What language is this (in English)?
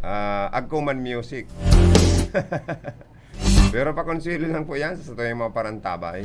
Bikol